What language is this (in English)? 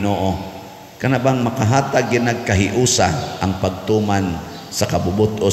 Cebuano